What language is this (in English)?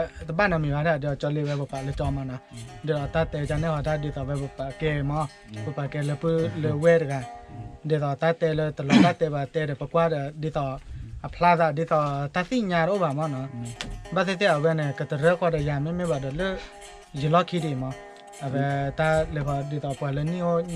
S'gaw Karen